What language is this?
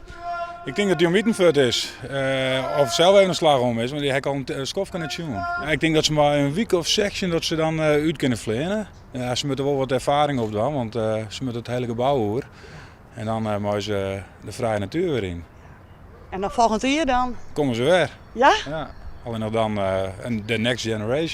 Western Frisian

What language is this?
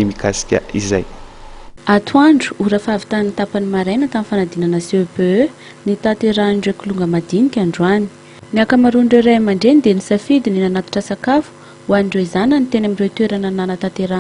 Malagasy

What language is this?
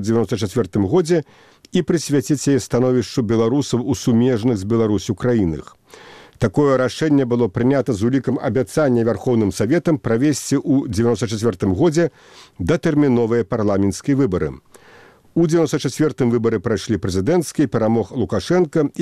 Belarusian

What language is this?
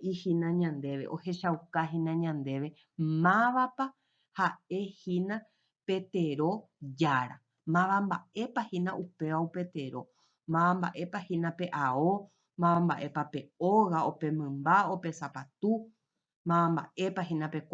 Guarani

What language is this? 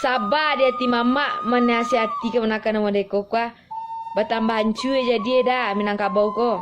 Minangkabau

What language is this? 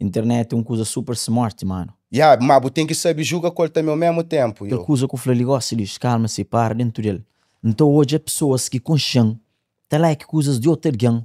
Kabuverdianu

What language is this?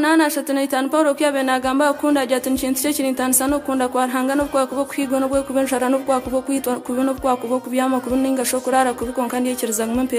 Nyankole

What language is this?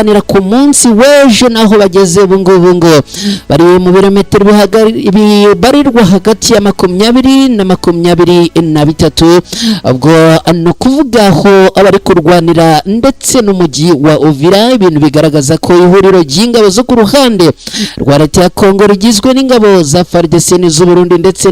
Kinyarwanda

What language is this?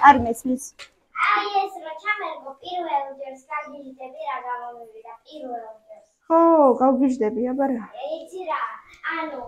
Georgian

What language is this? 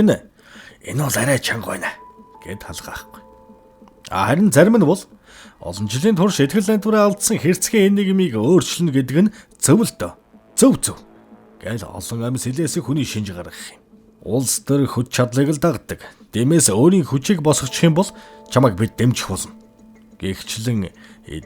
Mongolian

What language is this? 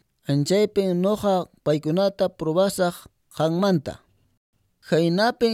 Quechua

